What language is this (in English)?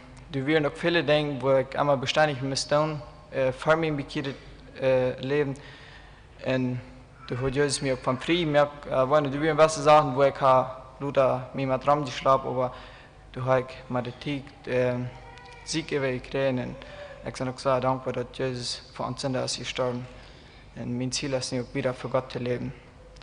Plautdietsch